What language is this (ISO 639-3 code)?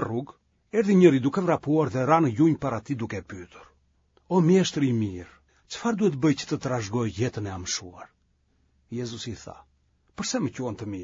sqi